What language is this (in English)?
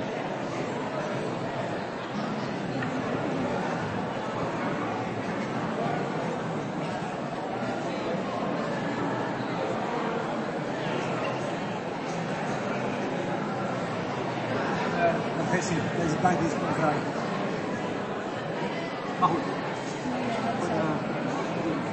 Dutch